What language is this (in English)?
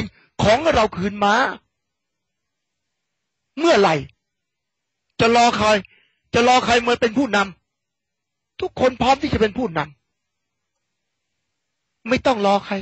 Thai